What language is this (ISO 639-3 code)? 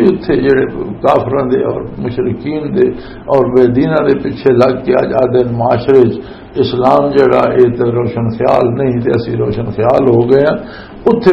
lah